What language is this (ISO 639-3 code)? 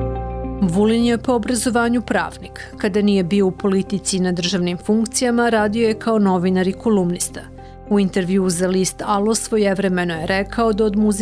srp